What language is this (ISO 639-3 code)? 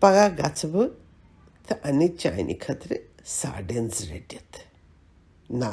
kas